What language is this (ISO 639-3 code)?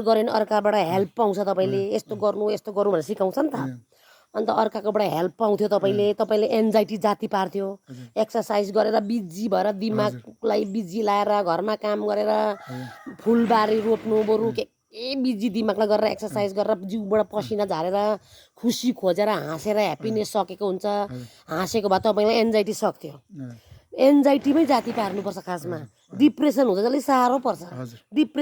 nep